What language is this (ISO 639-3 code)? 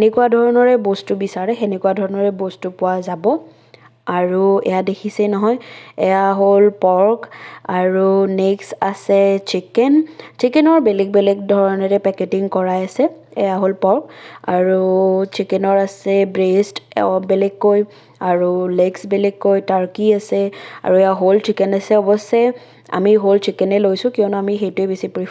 asm